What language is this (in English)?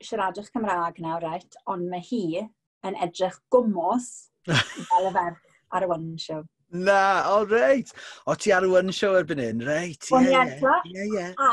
Welsh